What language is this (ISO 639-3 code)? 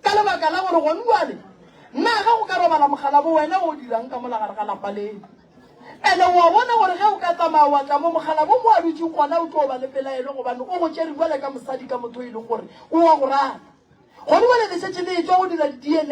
nso